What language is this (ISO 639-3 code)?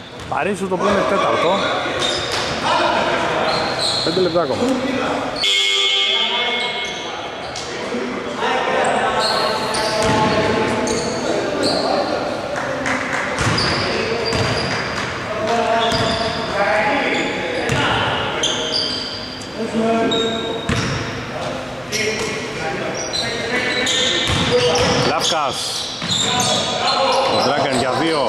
ell